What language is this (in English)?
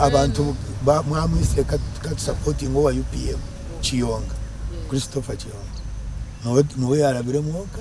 Nyankole